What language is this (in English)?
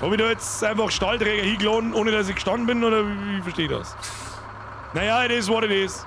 Bavarian